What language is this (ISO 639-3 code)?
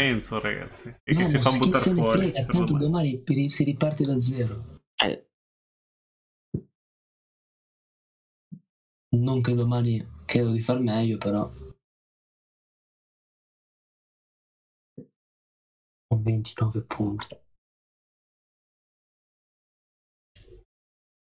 ita